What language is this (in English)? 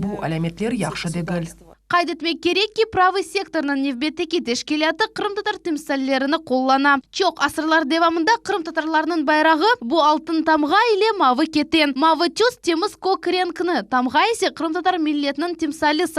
Crimean Tatar